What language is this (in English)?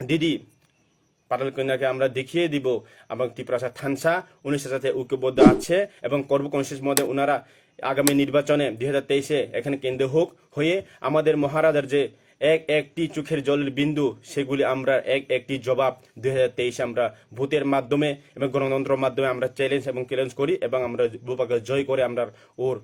Kok Borok